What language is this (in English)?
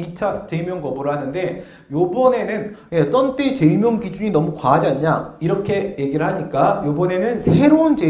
Korean